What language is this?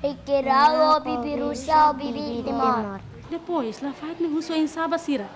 Tetum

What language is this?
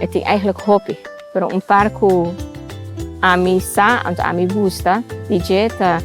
Papiamento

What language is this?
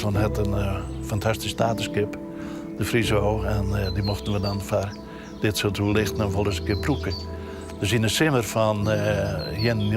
Western Frisian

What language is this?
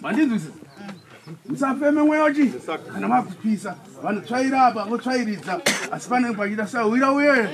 Shona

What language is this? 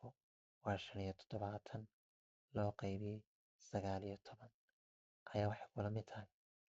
Somali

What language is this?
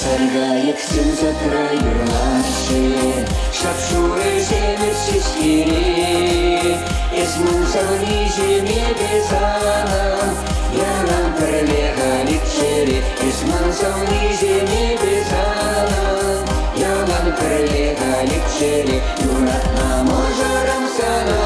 Chuvash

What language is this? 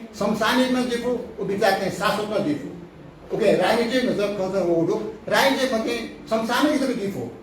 Newari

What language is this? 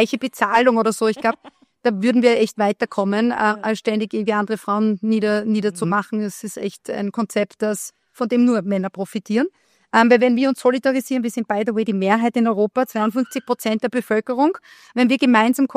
German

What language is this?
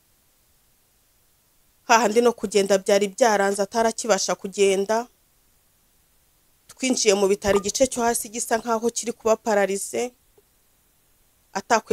Kinyarwanda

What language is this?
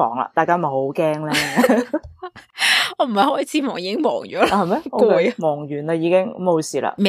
Cantonese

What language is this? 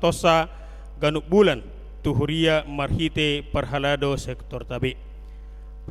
Batak Toba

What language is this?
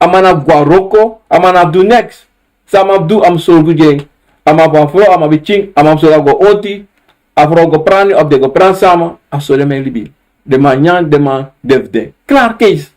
Sranan Tongo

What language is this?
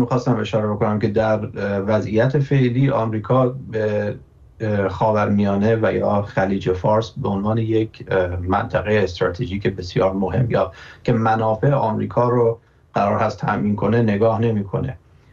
Persian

